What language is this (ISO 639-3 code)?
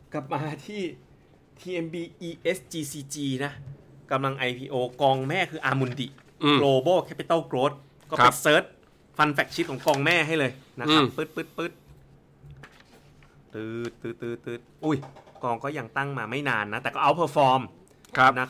tha